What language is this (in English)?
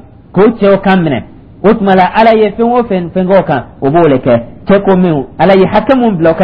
Dyula